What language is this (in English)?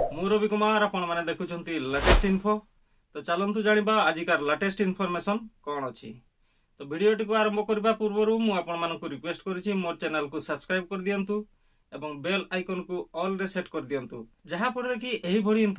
Odia